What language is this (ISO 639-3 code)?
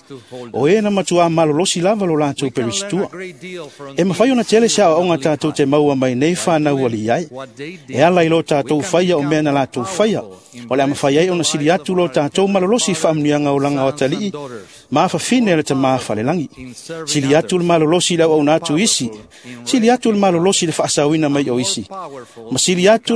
smo